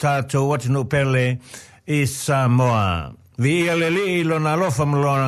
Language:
Samoan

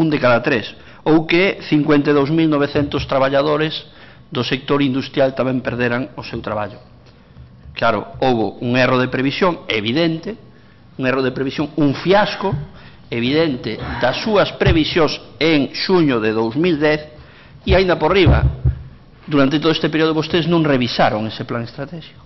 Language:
Galician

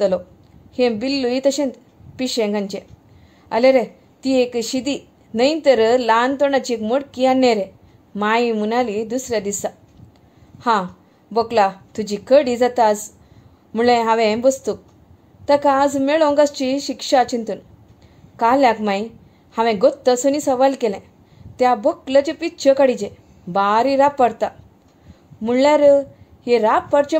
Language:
Konkani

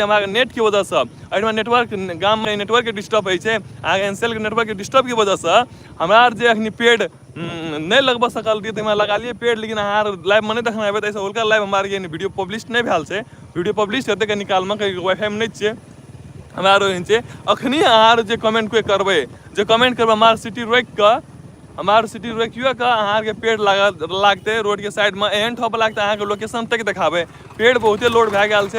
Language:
Maithili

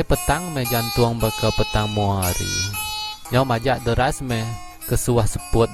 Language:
Iban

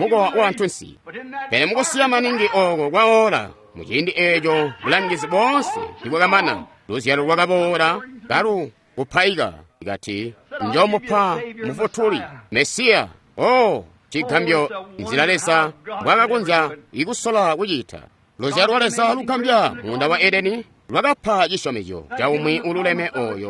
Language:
Tonga (Zambia)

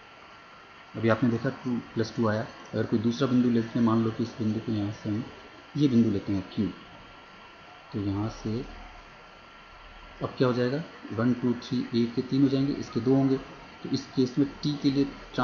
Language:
Hindi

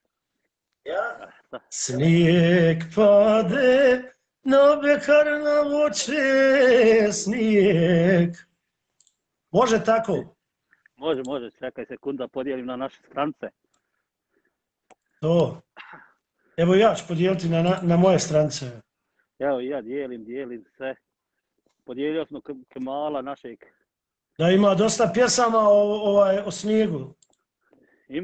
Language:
Bosnian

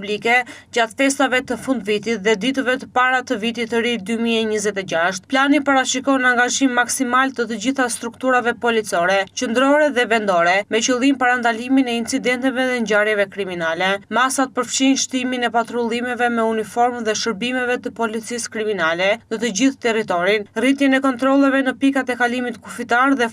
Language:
Albanian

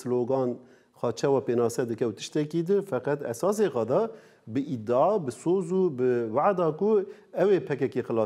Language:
Kurdish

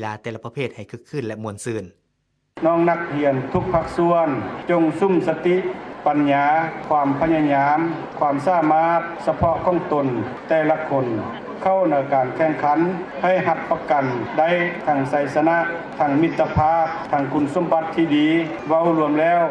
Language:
Lao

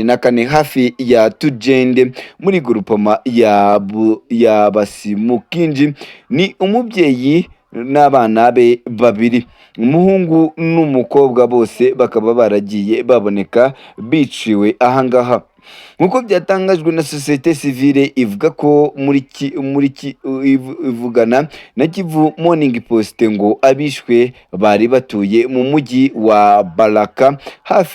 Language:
Kinyarwanda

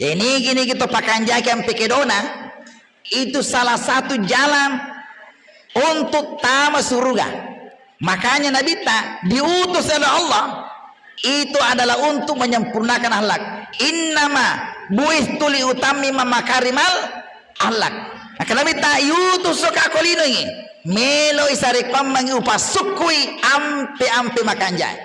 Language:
Buginese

